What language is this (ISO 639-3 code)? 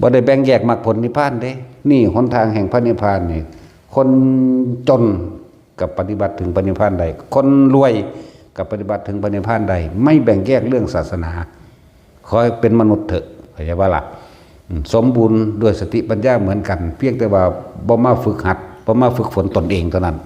tts